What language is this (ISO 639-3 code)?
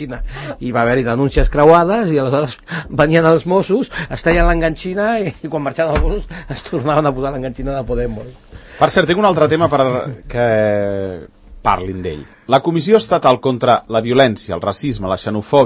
cat